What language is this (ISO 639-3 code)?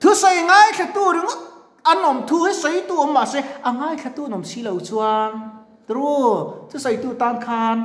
lus